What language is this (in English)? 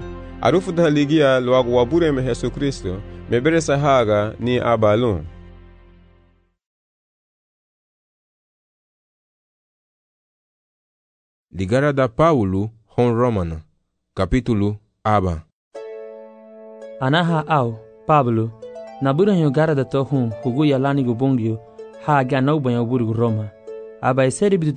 Garifuna